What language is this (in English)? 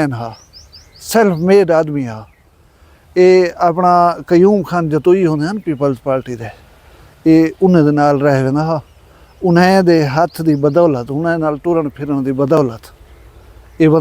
Saraiki